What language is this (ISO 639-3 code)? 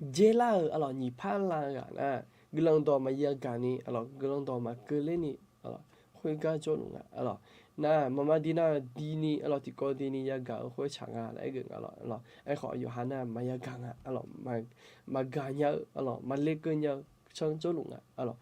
ahk